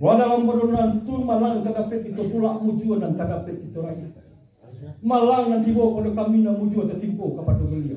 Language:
Minangkabau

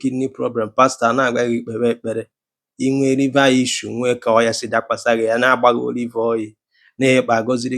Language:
Igbo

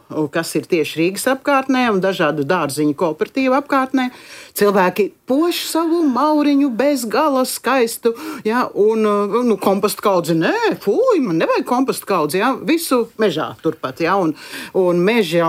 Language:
Latvian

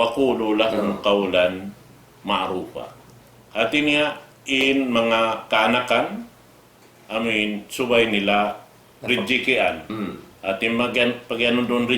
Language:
Tausug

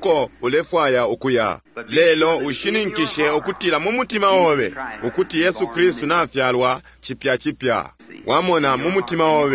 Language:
Bemba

